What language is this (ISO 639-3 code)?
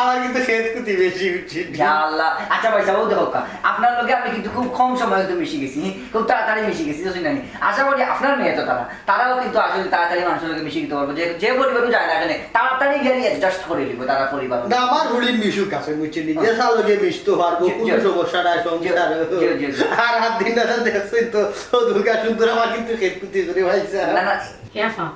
syl